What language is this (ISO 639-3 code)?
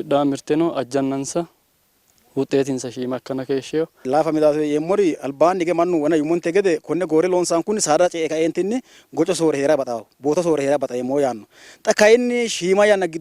sid